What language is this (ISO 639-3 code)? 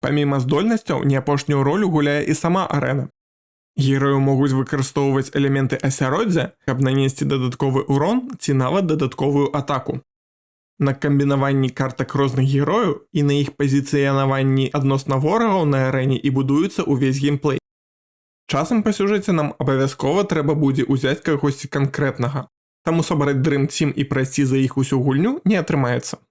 bel